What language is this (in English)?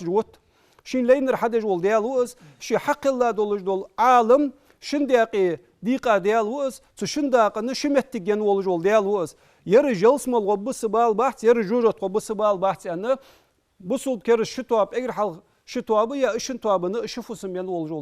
Ingush